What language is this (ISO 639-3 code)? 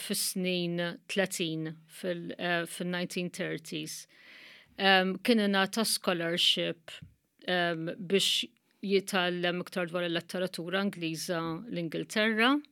mlt